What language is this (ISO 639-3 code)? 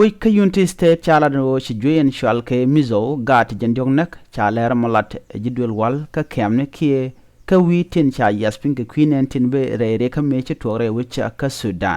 nus